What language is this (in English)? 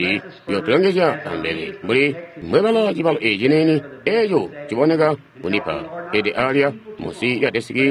Tonga (Zambia)